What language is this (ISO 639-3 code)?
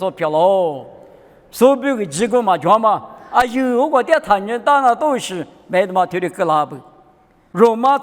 lis